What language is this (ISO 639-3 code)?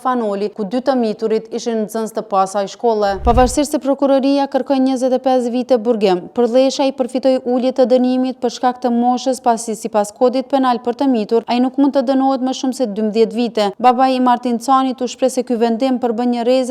sqi